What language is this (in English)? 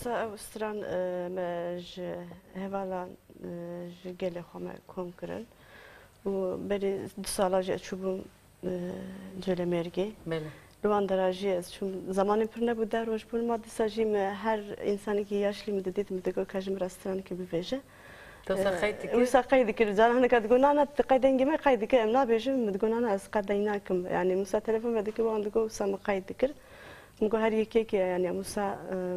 Kurdish